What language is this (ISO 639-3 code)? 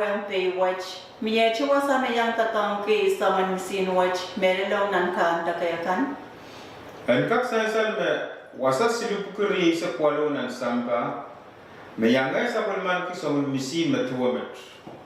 pon